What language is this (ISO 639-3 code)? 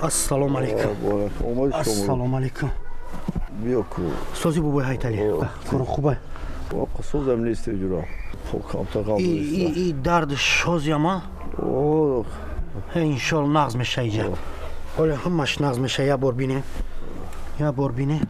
tgk